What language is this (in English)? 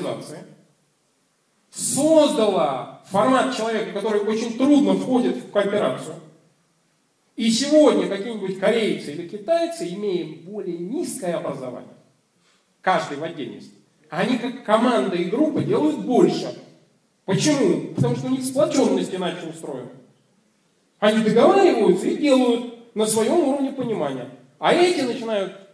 Russian